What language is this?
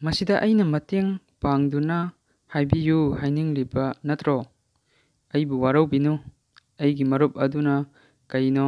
Manipuri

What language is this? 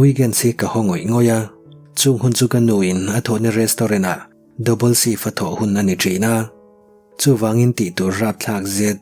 Mizo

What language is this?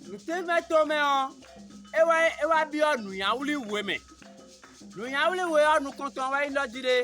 Fon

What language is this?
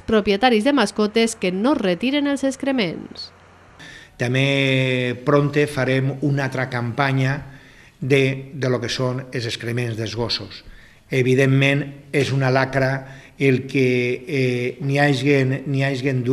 Catalan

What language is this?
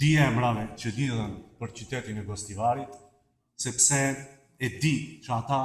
Albanian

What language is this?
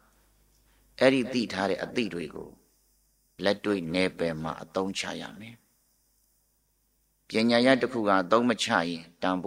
Burmese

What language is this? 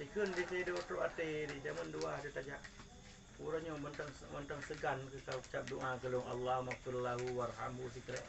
Achinese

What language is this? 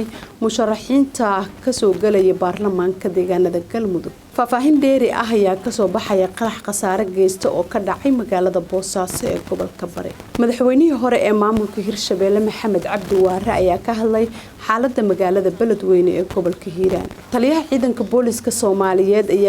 Somali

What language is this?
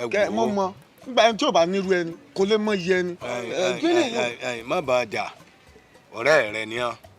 Yoruba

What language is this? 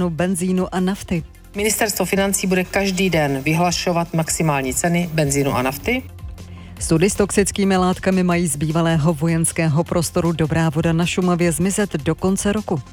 Czech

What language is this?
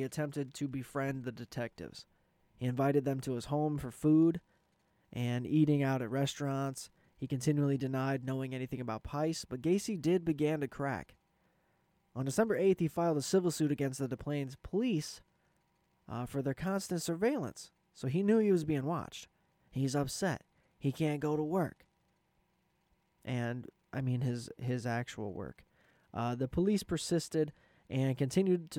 English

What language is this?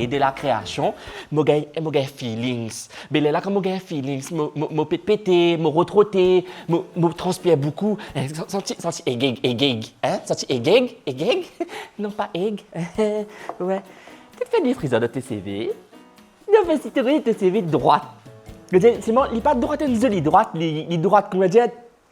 Morisyen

